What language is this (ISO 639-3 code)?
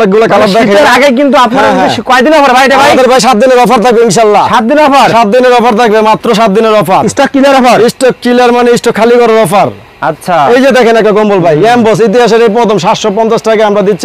ben